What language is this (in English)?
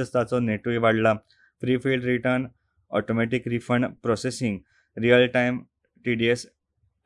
Konkani